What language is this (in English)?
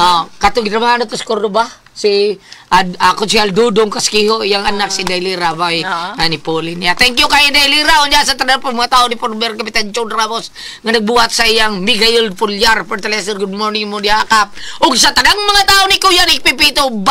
Cebuano